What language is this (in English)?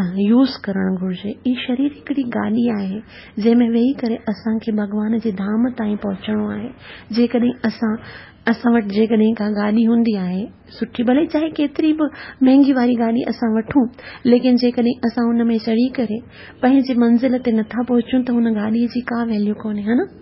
Sindhi